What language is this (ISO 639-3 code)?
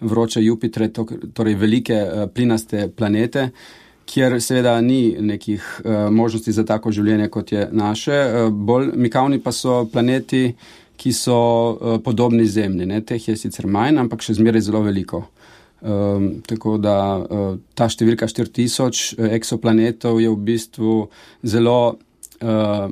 slv